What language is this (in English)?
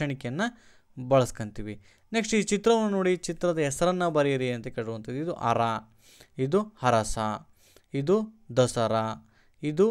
Kannada